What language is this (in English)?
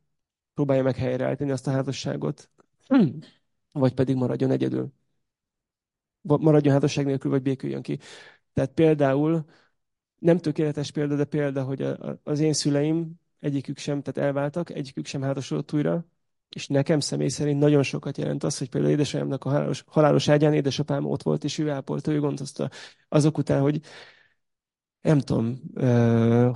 Hungarian